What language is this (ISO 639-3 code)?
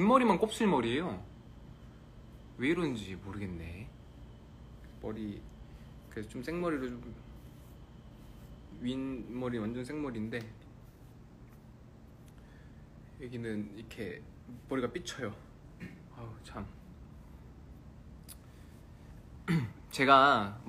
kor